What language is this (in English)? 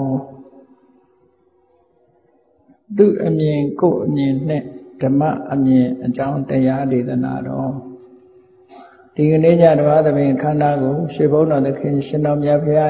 Burmese